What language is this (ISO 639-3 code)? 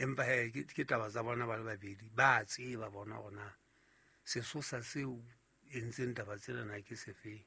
sot